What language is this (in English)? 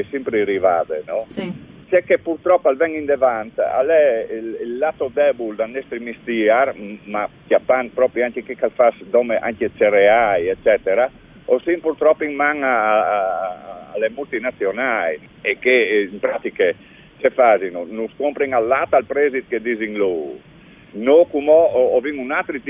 Friulian